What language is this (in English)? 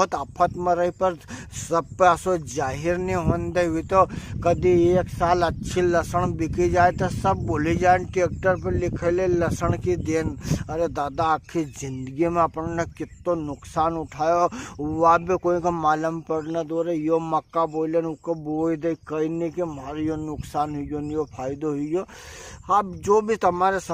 Rajasthani